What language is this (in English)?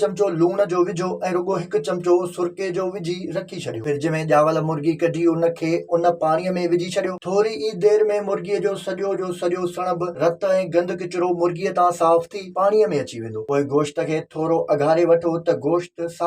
Sindhi